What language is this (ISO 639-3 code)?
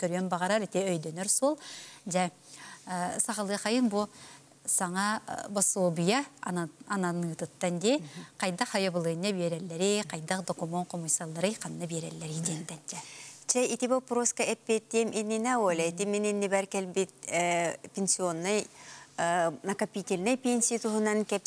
sah